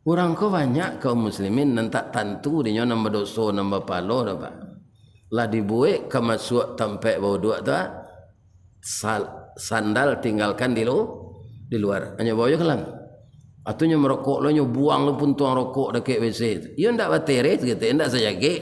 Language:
Minangkabau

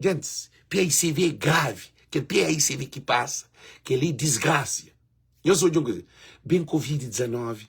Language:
Kabuverdianu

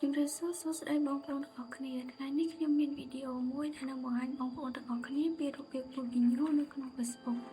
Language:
Khmer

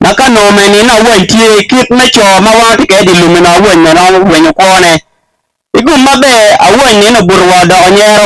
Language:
Acoli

